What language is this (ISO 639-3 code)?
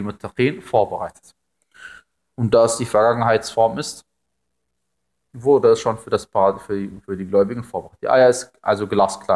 deu